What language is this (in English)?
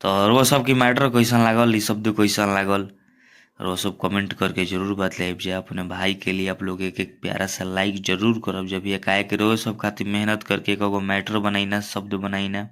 Bhojpuri